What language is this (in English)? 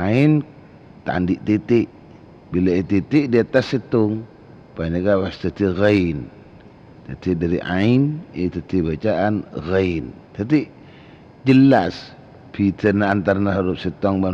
Madurese